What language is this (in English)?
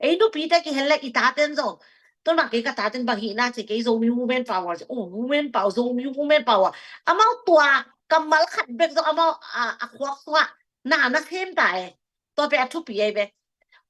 Tedim Chin